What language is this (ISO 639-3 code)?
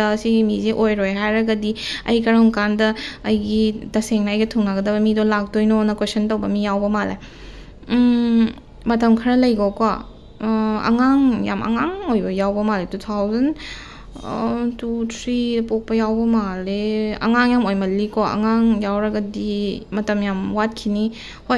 mni